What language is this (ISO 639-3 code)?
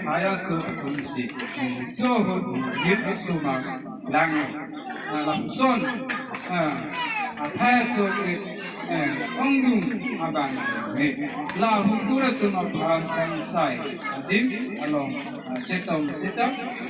mjw